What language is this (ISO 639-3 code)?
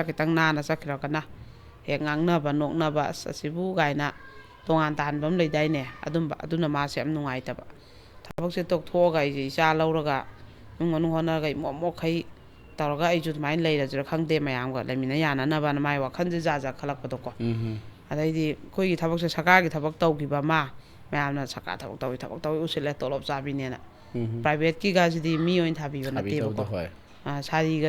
mni